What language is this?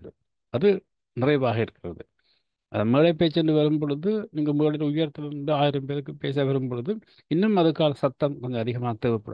Tamil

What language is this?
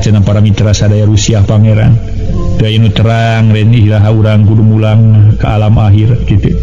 Sundanese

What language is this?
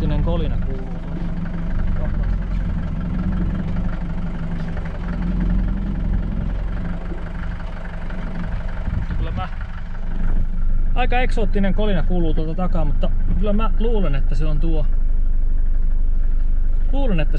Finnish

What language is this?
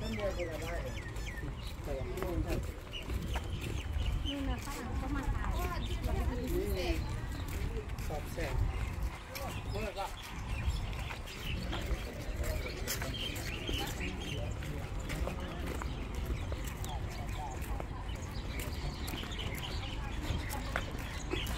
Thai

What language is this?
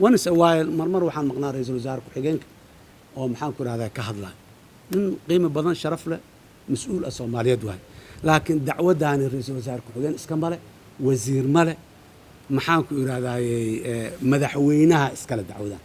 Somali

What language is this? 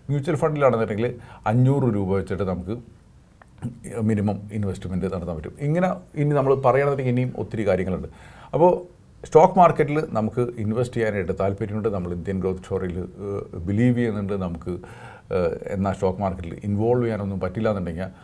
Malayalam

